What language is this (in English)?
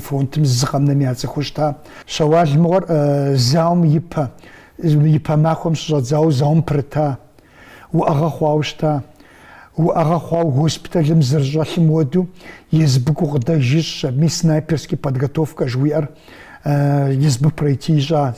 Kabardian